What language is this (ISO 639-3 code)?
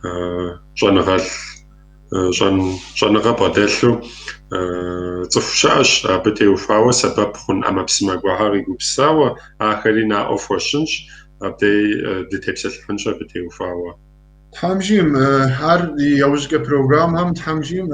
kbd